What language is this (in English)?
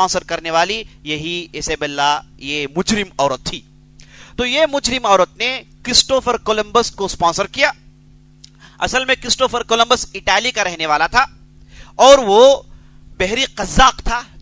Urdu